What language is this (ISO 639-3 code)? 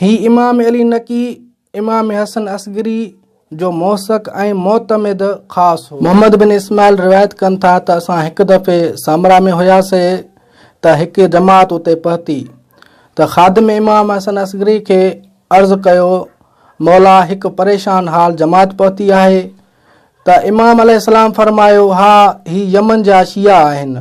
snd